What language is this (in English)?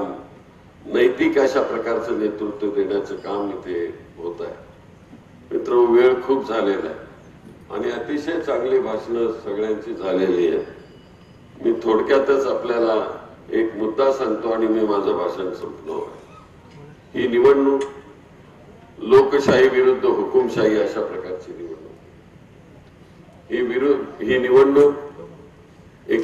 Marathi